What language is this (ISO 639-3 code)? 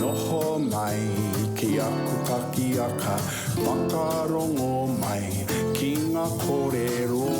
mri